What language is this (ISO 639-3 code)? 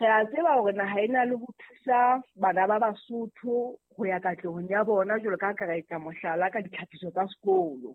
sot